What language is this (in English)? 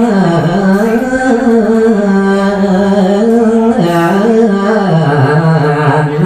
Balinese